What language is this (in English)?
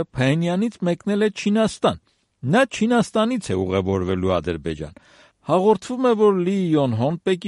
Armenian